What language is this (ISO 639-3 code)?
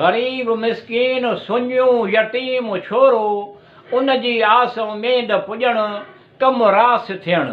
snd